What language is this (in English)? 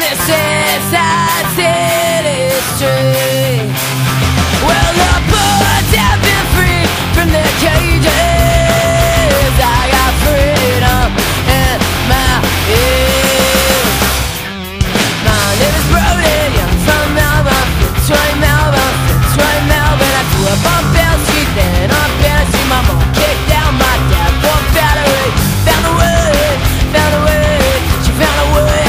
English